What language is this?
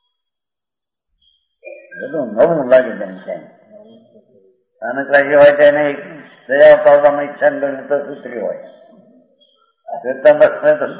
Gujarati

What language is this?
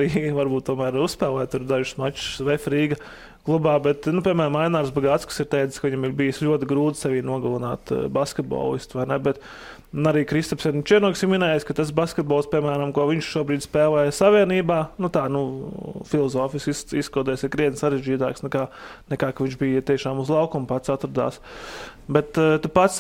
Latvian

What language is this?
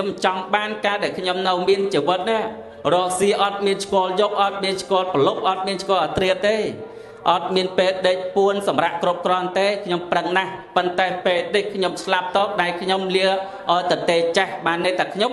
Khmer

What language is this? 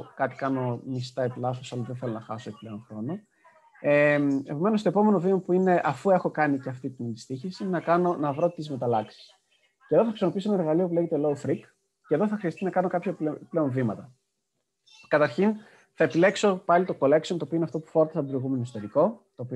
Greek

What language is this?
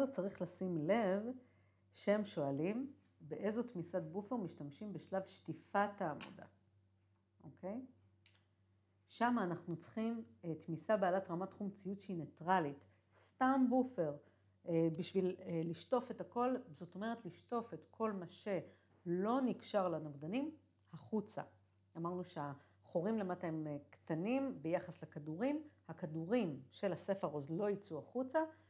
Hebrew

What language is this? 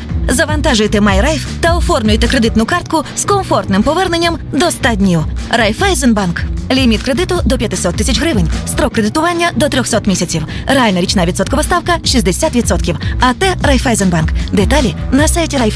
Ukrainian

